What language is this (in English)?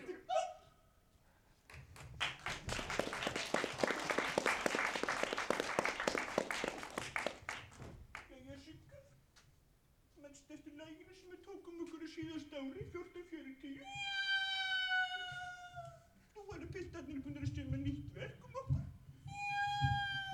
Icelandic